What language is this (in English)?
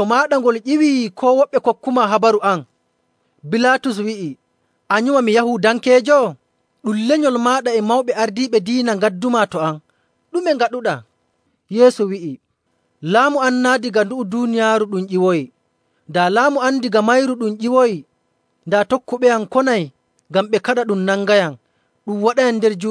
Nigerian Fulfulde